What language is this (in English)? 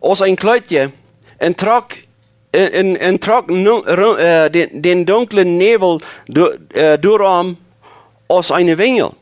Plautdietsch